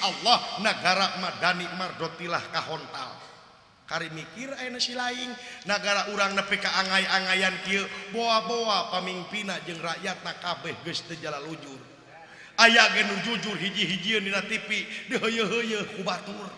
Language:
Sundanese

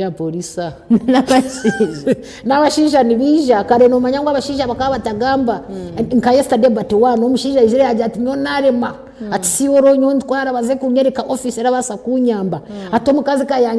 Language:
Nyankole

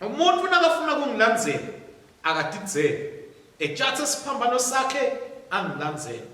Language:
Swati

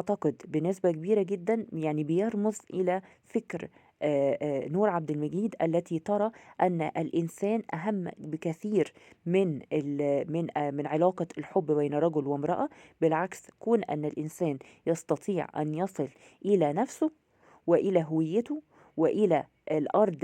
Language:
Egyptian Arabic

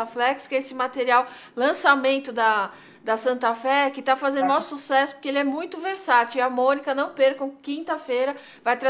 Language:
Portuguese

